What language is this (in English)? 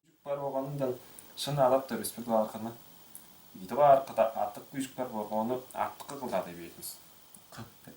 Tuvinian